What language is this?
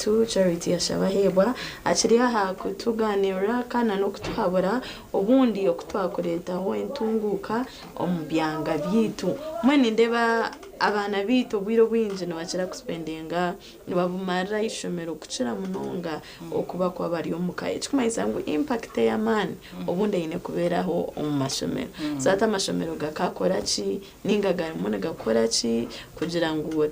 Nyankole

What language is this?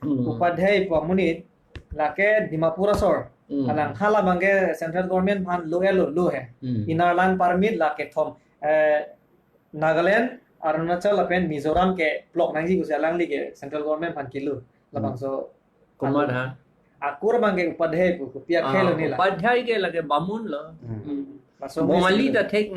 Karbi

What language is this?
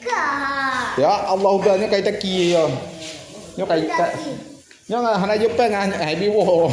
Achinese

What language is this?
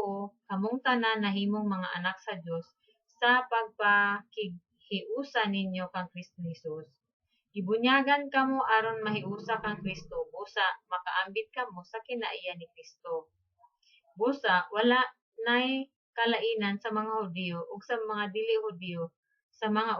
Cebuano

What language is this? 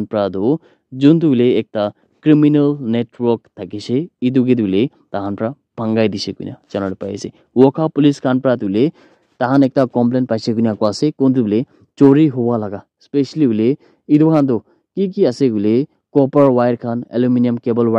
Naga Pidgin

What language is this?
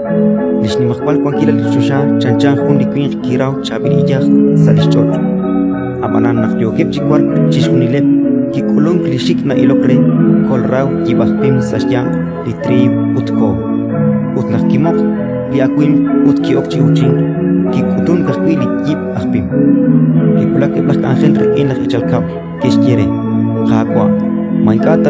Kekchí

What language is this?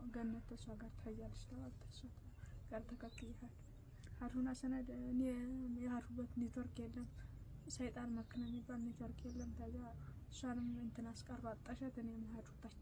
Amharic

